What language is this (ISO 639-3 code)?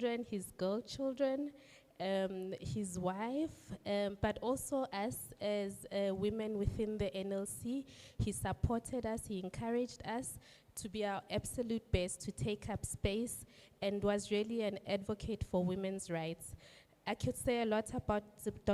ven